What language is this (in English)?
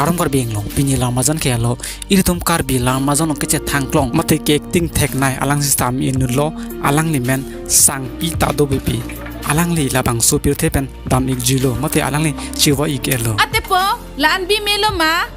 Karbi